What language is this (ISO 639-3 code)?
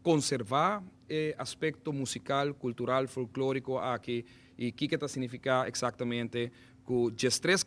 pap